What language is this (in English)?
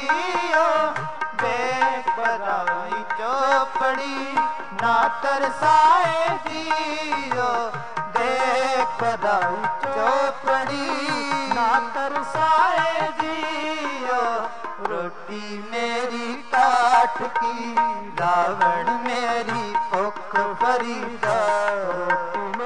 Punjabi